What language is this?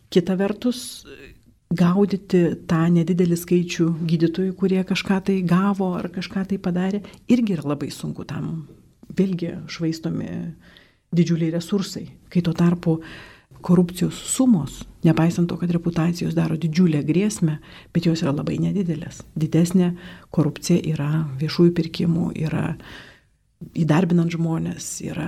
Lithuanian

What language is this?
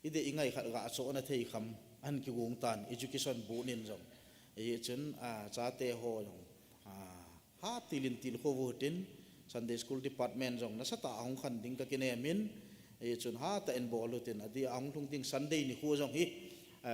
Thado Chin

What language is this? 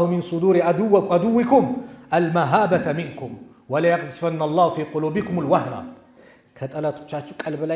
Amharic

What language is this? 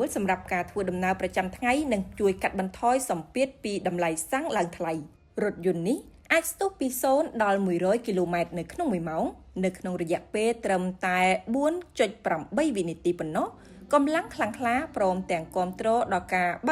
Khmer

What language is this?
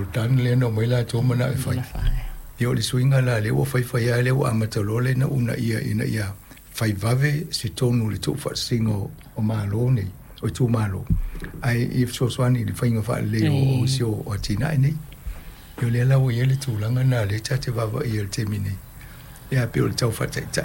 Samoan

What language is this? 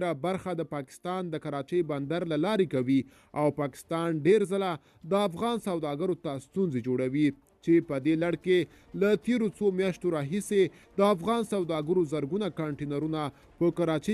Pashto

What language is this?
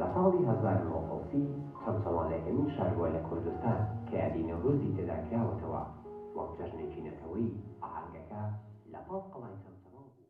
Central Kurdish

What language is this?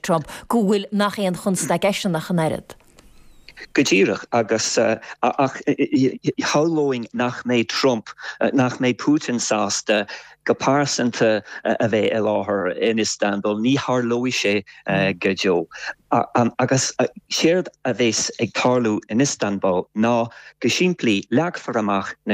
Irish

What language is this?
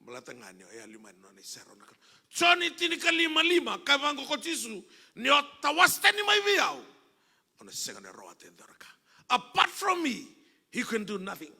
Fijian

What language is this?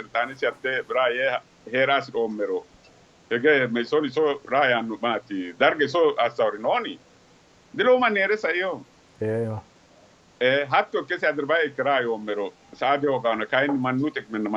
Sidamo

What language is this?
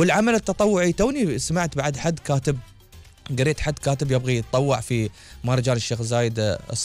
Gulf Arabic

